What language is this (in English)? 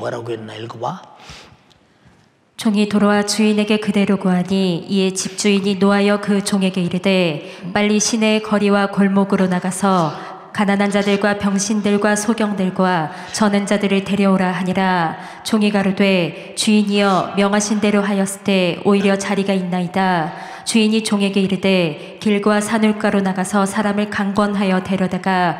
Korean